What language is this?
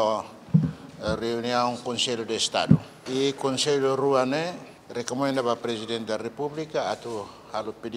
Tetum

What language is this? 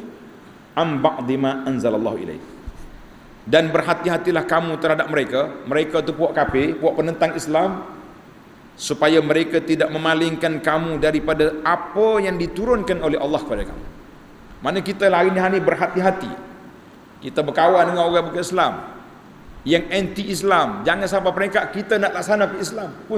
Malay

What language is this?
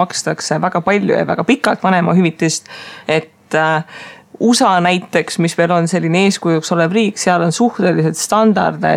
Estonian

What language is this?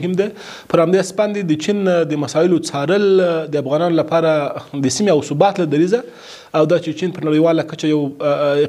Pashto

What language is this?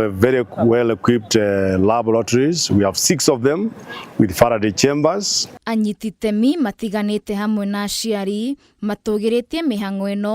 Kikuyu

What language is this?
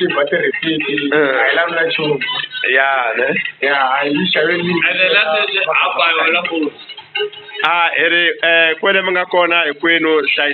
Tsonga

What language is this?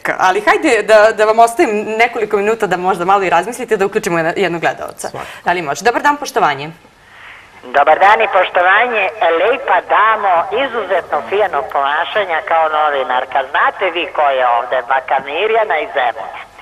Serbian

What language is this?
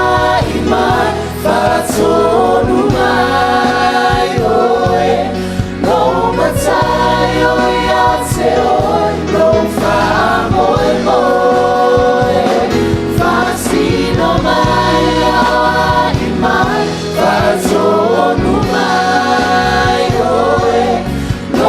Samoan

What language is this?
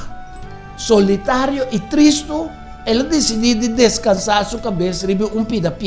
Papiamento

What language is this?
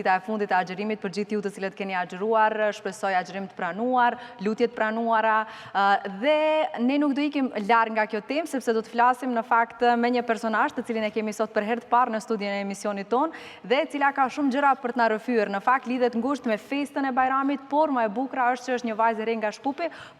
Albanian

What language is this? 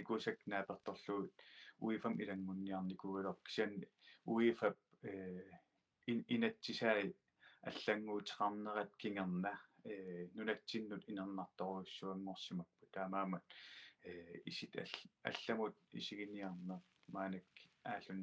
Kalaallisut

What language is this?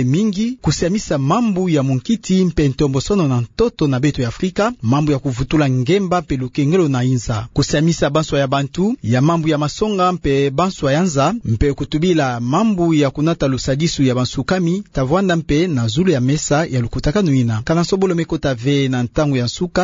Kituba (Democratic Republic of Congo)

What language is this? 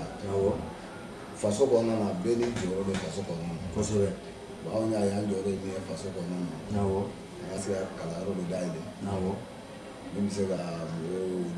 Bambara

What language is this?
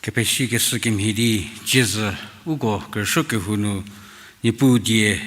Angami Naga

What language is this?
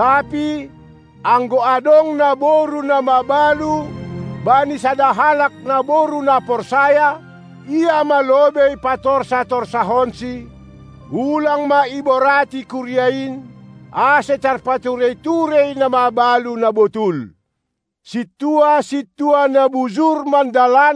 Batak Simalungun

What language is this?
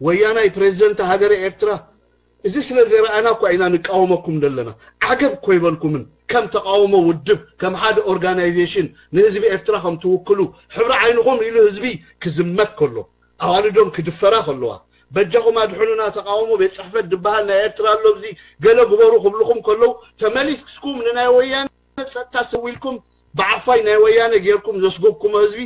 Tigrinya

